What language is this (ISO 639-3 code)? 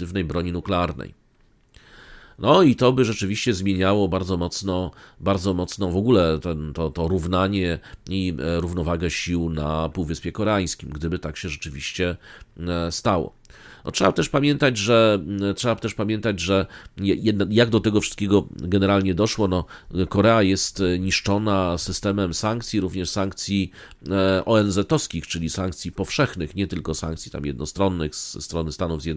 pol